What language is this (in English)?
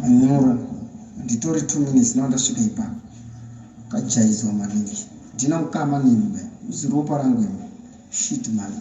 Shona